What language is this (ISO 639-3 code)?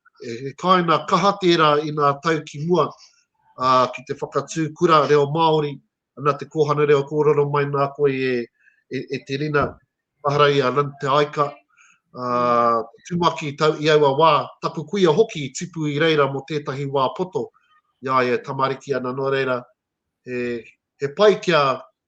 mri